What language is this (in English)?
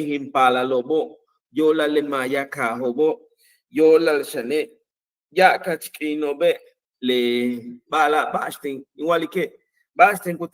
Yucateco